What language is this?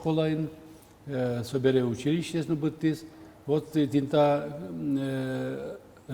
Udmurt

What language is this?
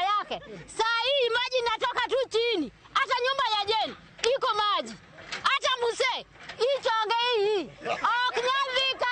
Luo (Kenya and Tanzania)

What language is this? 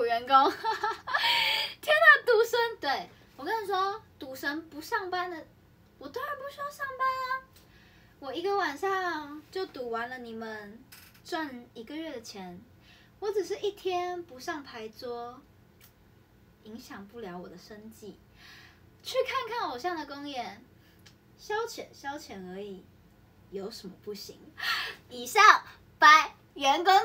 Chinese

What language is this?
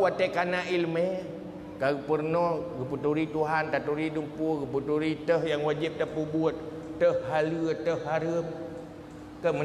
Achinese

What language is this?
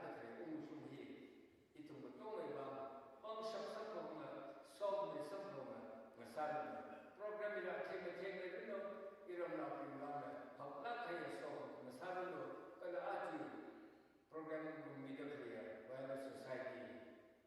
Tangkhul Naga (India)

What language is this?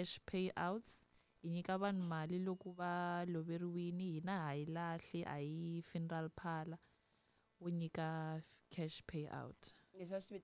Tsonga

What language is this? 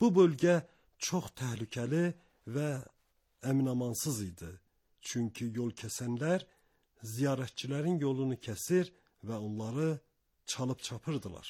Azerbaijani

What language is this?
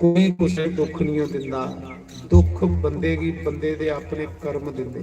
Dogri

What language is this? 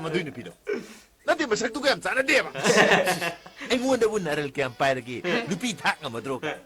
Manipuri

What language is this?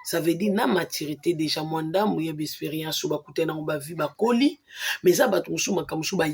Lingala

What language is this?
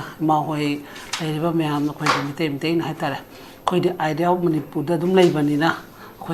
Manipuri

